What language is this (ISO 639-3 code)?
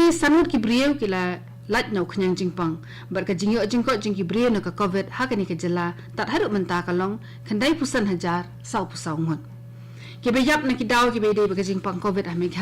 kha